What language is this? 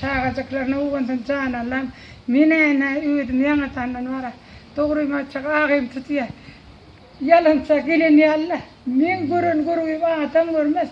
Turkmen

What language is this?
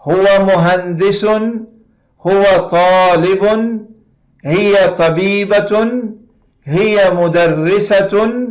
Persian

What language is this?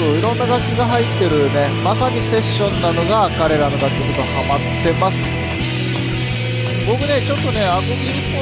Japanese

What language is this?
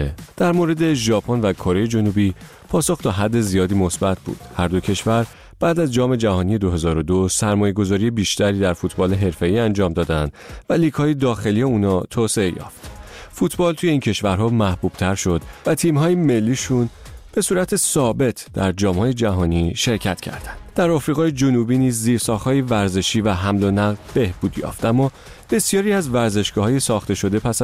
Persian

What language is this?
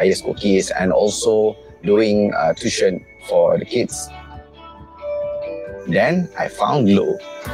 Malay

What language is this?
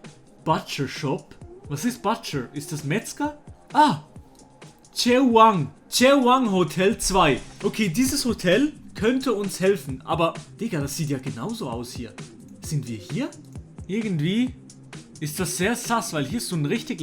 Swiss German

